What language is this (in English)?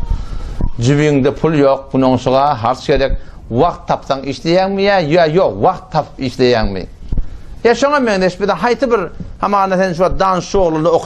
Turkmen